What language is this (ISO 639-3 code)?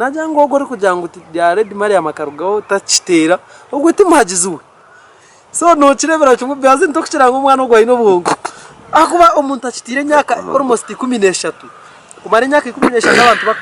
nyn